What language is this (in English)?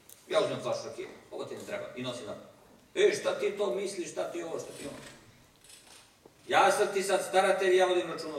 Serbian